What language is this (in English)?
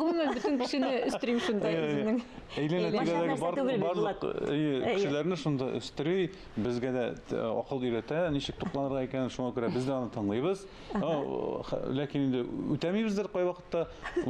Tatar